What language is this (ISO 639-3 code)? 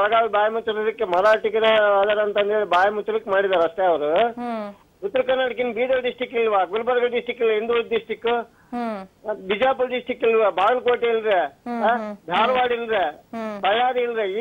kan